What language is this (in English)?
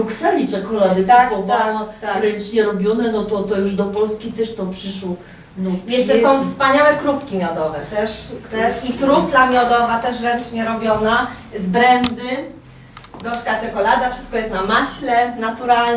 Silesian